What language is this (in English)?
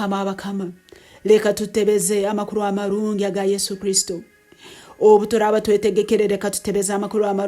Nyoro